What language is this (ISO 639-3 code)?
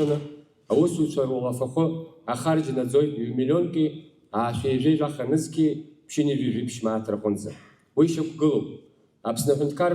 abk